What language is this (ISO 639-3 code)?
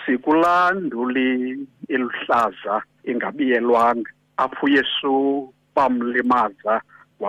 xho